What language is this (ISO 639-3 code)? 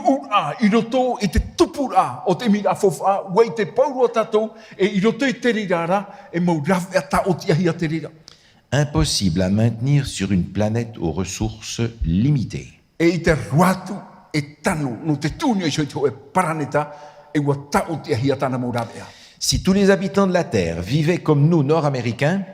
tah